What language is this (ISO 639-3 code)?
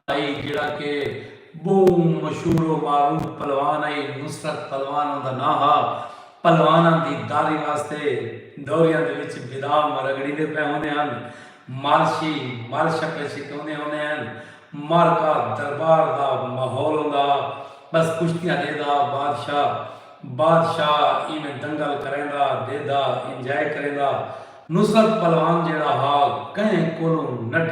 skr